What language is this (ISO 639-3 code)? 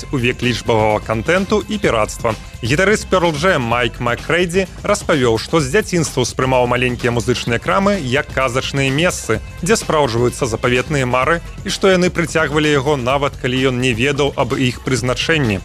bel